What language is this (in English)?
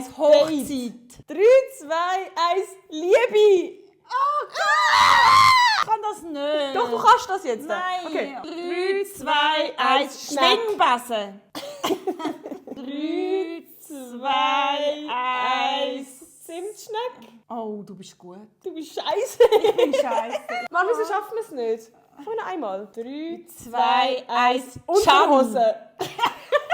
Swiss German